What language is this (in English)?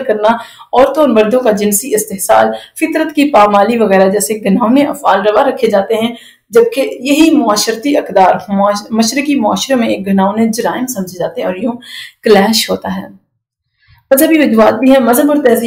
Urdu